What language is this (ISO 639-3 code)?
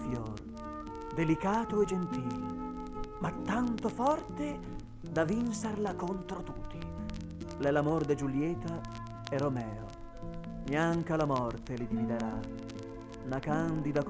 vec